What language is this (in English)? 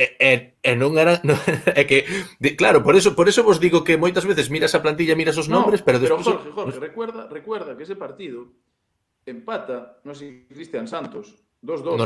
Galician